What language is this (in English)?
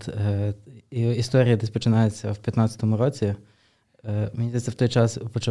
Ukrainian